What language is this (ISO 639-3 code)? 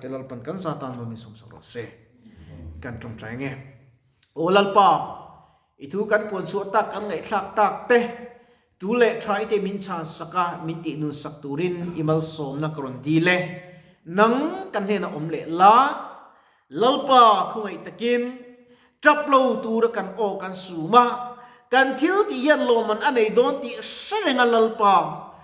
lus